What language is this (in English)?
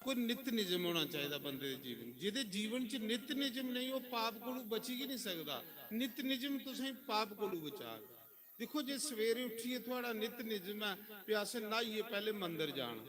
Dogri